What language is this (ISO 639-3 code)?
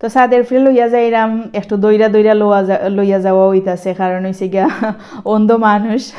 syl